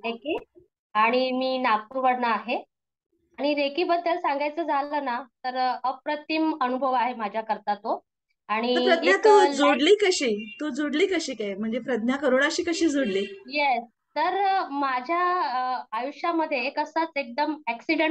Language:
Marathi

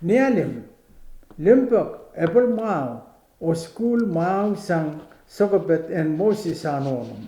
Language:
Pohnpeian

